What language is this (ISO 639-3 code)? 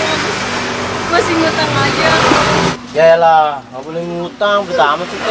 bew